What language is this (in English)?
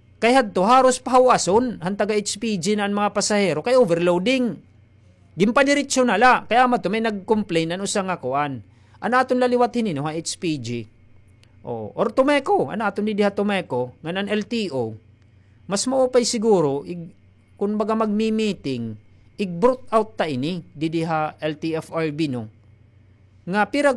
Waray